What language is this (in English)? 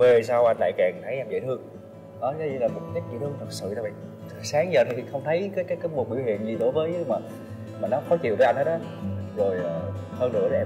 Vietnamese